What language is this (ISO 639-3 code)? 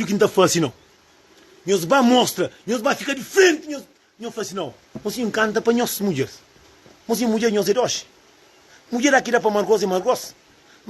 kea